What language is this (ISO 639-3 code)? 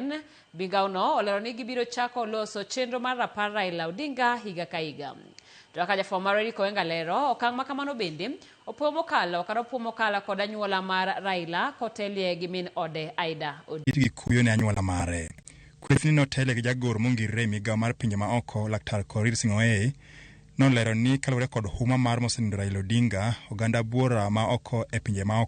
luo